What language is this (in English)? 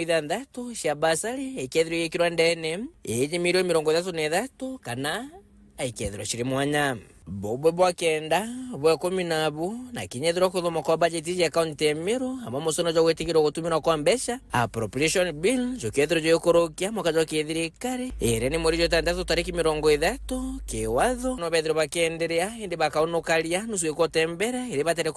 Meru